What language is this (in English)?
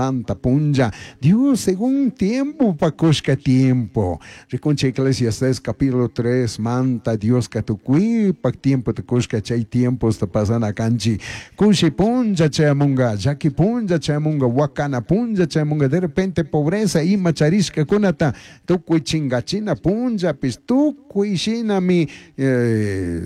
Chimborazo Highland Quichua